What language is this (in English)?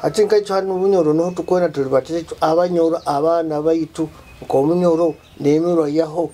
Nyoro